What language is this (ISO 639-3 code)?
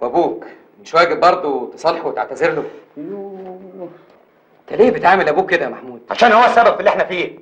arz